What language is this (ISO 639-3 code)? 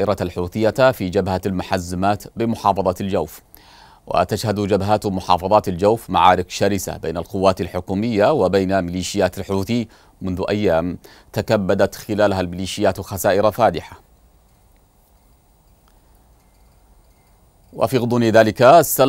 ara